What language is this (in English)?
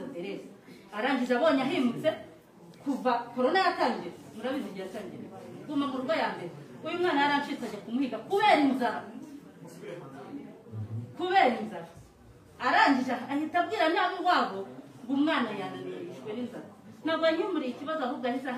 Kinyarwanda